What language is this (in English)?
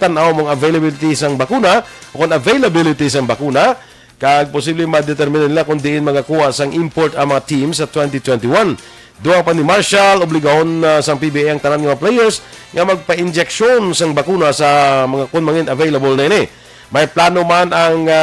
Hiligaynon